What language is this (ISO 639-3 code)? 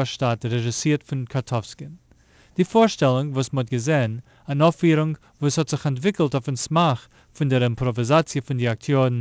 yid